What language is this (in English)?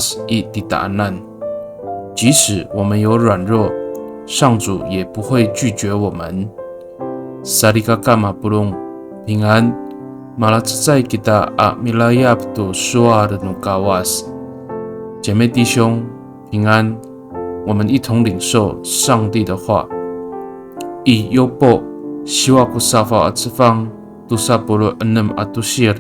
Amis